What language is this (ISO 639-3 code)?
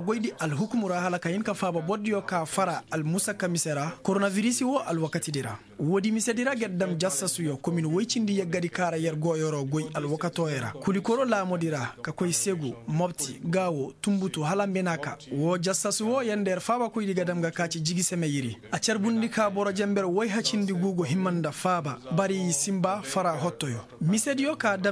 ses